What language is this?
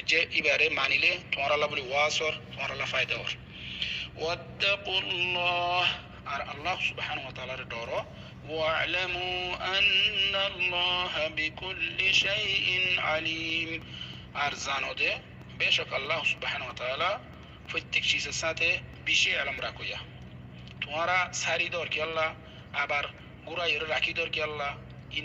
Rohingya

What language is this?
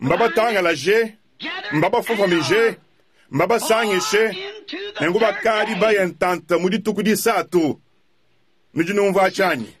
Luba-Lulua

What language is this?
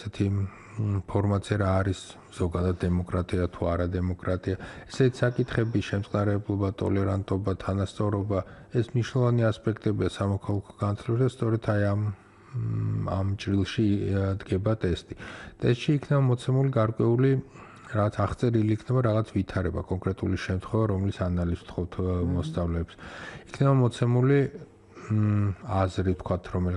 Georgian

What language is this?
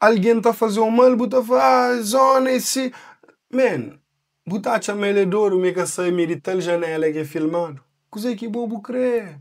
Kabuverdianu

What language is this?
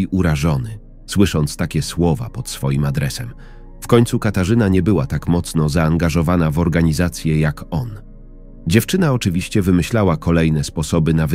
Polish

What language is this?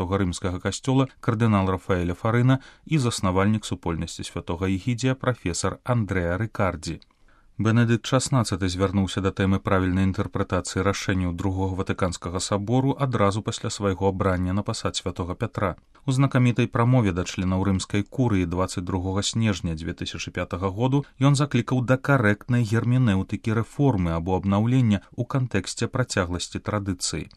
Belarusian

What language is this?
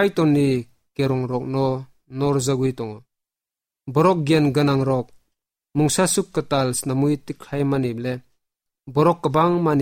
Kok Borok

